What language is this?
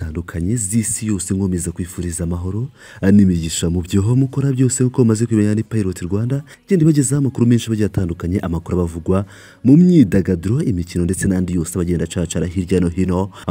Kinyarwanda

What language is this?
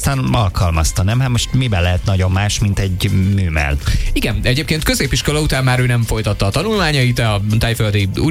Hungarian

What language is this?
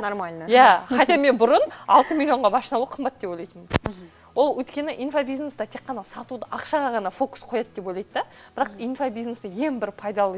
Kazakh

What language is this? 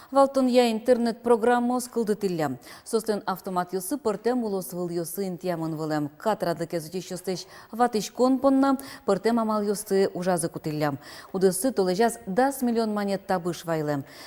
Udmurt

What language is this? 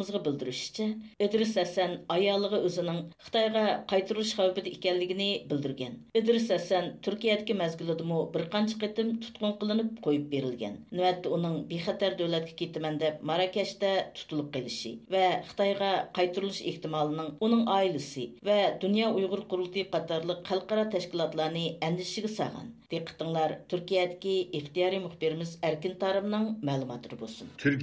Uyghur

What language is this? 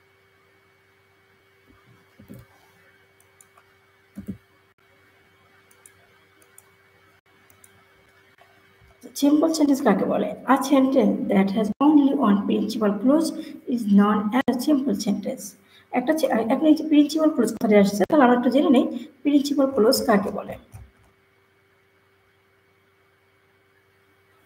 Bangla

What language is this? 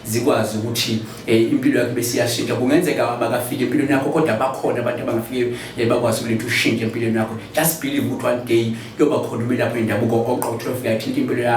Zulu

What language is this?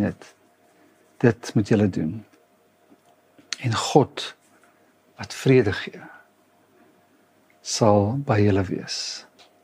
Afrikaans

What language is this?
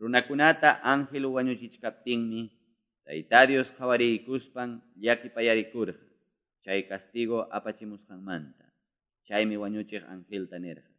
Quechua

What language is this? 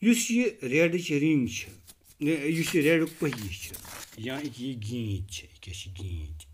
Kashmiri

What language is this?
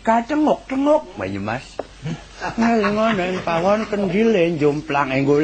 Javanese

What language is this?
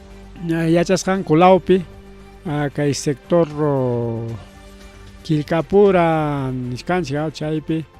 Ayacucho Quechua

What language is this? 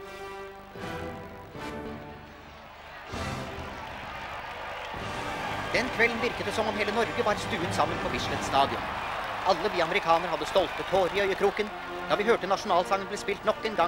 Norwegian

